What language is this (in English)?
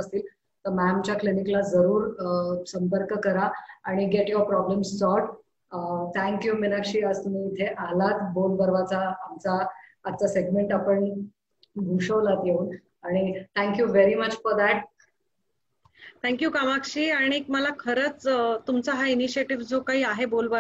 Marathi